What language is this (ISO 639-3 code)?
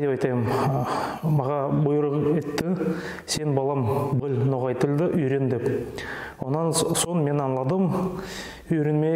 nog